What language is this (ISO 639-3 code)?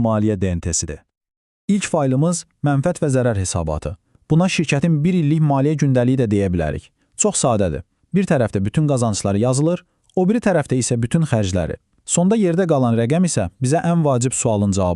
aze